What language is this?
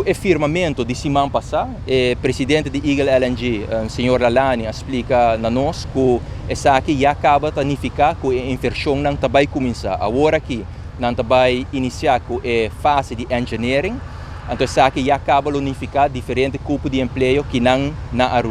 Papiamento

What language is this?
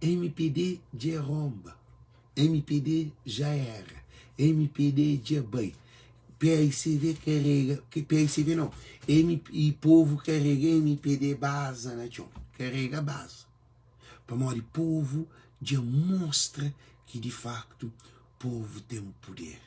Kabuverdianu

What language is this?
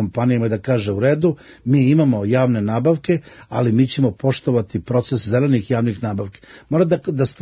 Serbian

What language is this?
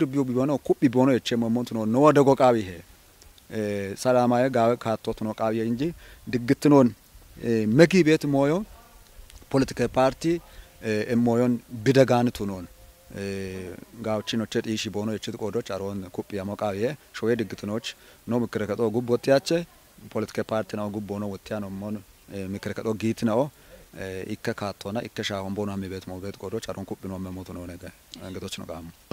Kafa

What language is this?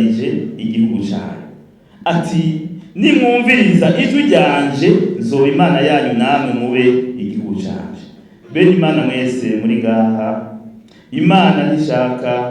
Rundi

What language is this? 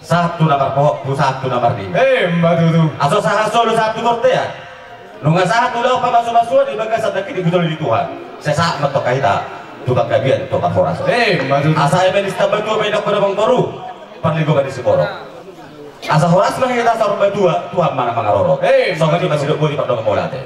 Batak Toba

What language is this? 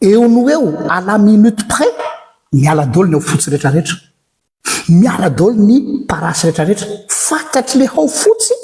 Malagasy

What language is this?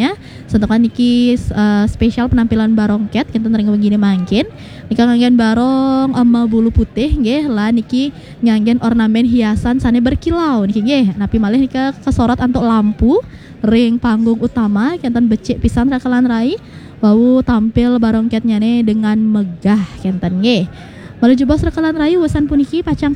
Balinese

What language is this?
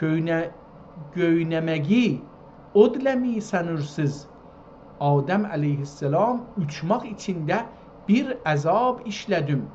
South Azerbaijani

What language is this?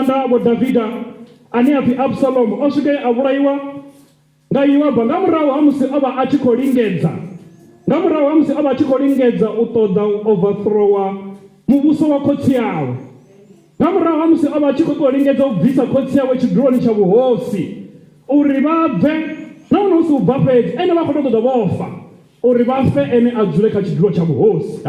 Venda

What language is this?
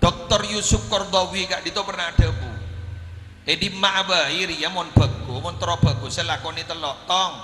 Madurese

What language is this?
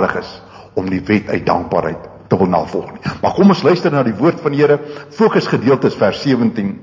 Afrikaans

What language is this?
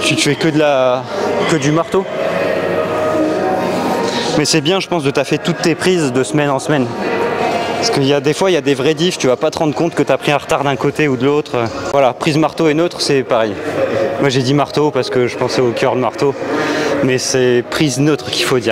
French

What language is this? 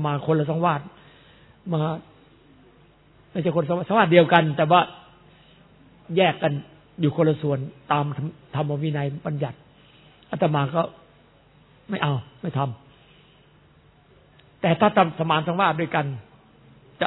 Thai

